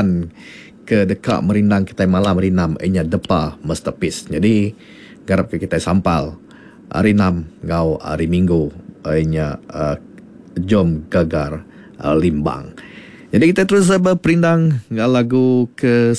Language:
Iban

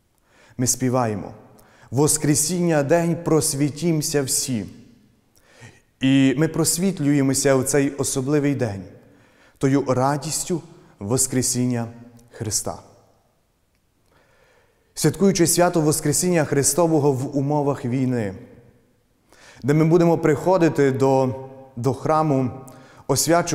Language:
Ukrainian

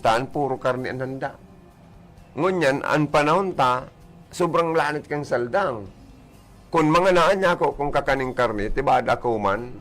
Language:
Bikol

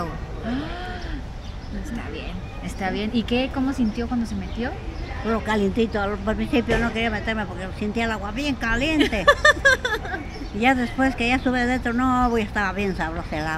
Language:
Spanish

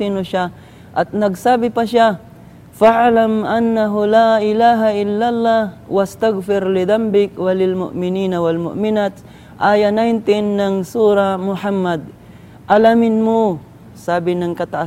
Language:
Filipino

